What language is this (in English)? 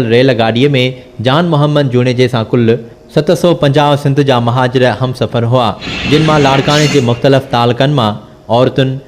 Sindhi